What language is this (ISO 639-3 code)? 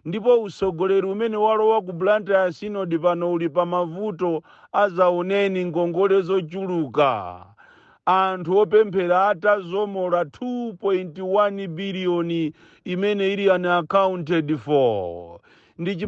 nya